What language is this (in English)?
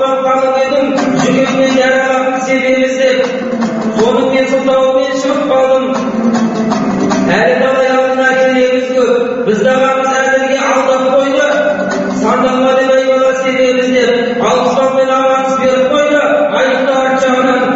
Kazakh